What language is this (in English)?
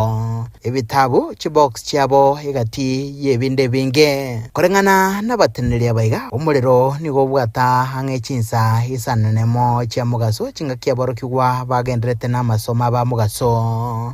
Gusii